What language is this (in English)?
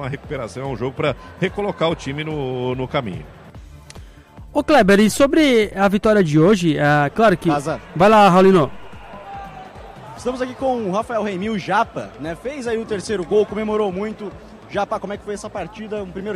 Portuguese